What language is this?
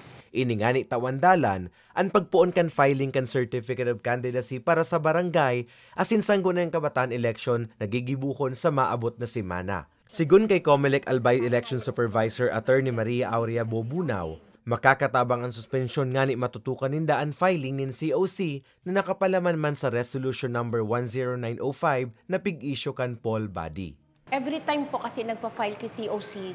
Bikol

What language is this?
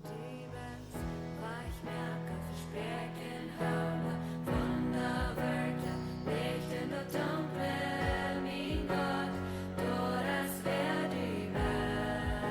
Plautdietsch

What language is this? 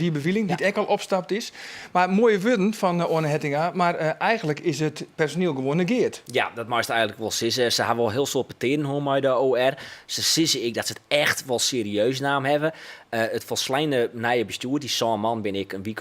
Western Frisian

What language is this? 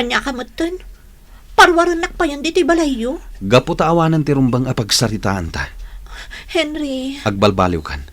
Iloko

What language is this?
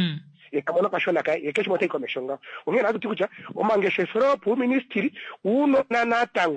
Kuanyama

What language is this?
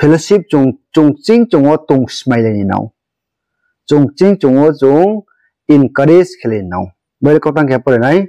Riang (India)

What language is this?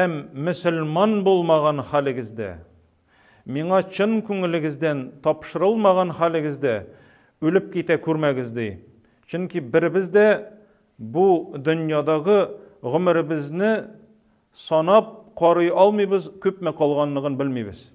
Tatar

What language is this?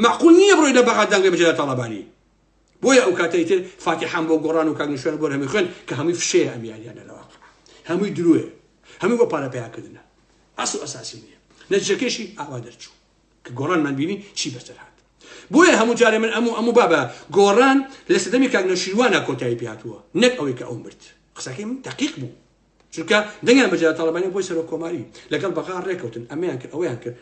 Central Kurdish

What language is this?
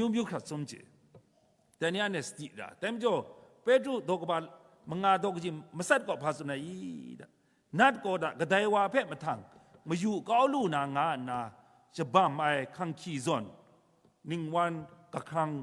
Kachin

